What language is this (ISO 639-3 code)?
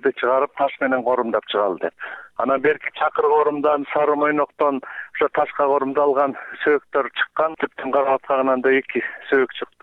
kir